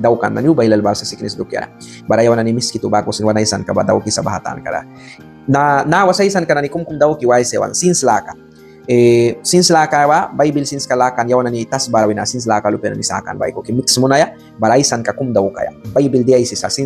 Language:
Mískito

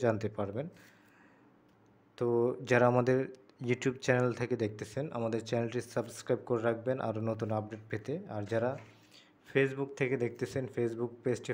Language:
Bangla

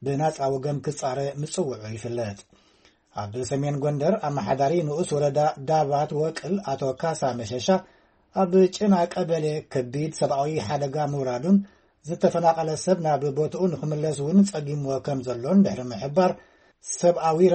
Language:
Tigrinya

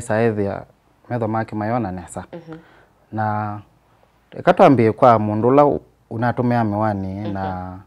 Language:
Kamba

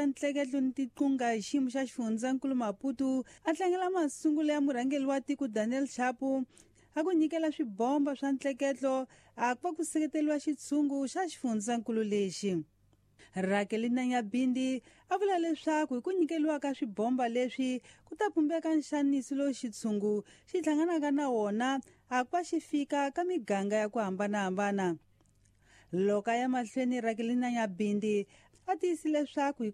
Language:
Tsonga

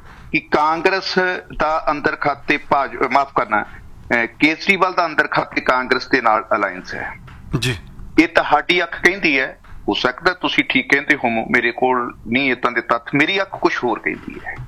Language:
Punjabi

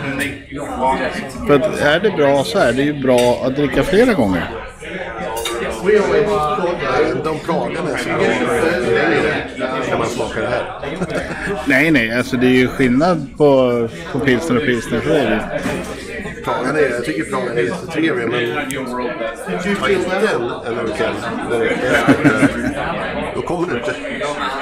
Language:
Swedish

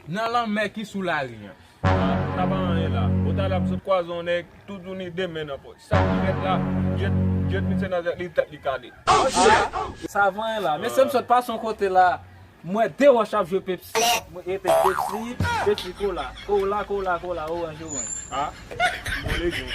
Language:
Haitian Creole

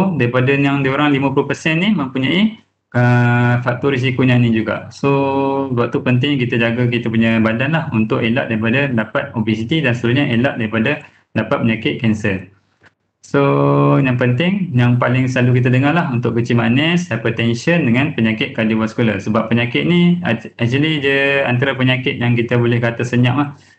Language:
Malay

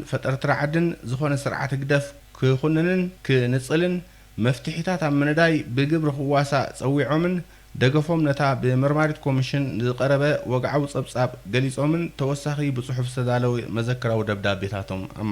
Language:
Tigrinya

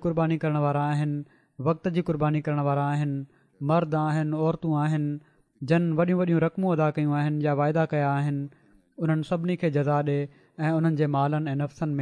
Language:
Sindhi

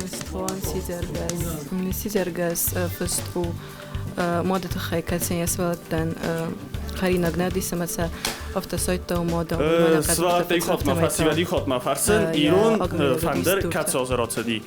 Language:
Ossetic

